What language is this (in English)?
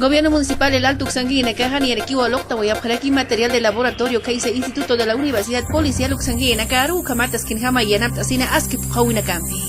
Aymara